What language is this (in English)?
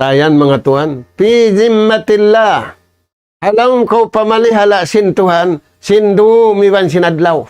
Tausug